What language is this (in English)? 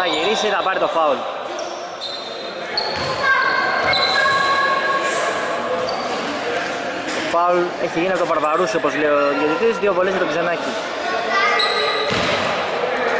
Greek